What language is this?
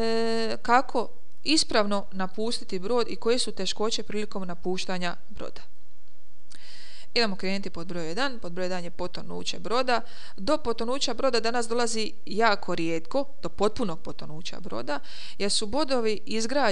Croatian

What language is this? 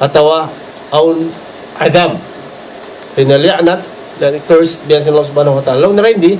Tausug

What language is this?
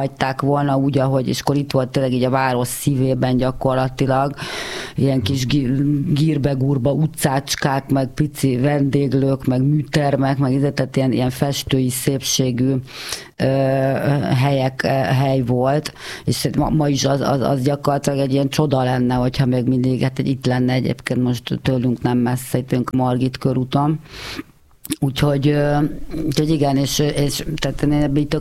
Hungarian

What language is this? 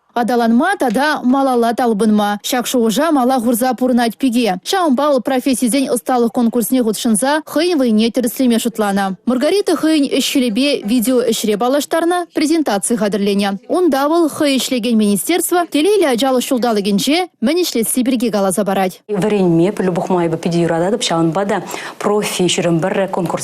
Chuvash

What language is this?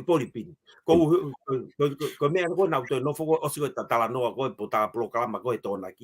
Tongan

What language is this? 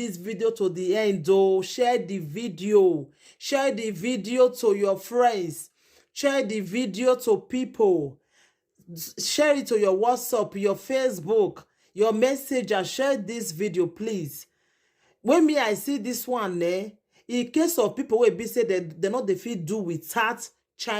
Nigerian Pidgin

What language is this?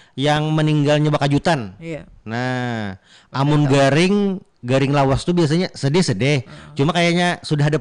Banjar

